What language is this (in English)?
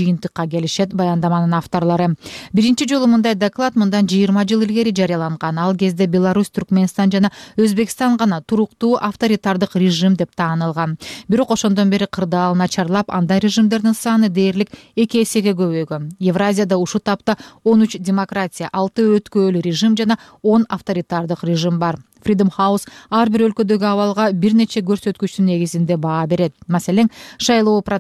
Kyrgyz